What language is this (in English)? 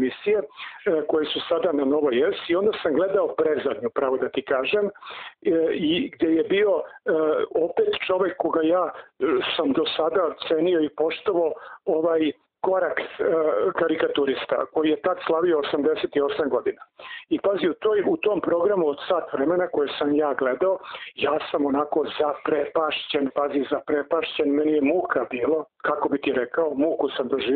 Serbian